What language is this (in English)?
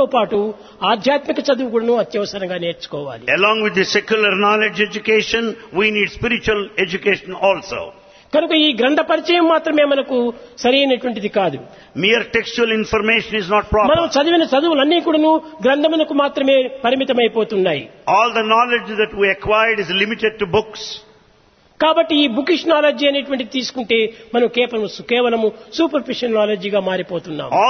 Telugu